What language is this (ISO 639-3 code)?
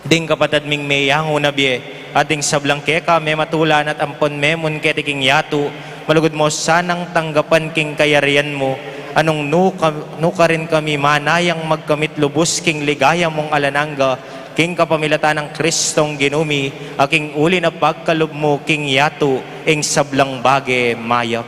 pam